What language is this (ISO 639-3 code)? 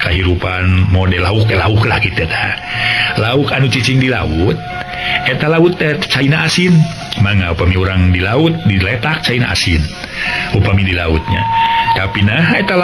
sun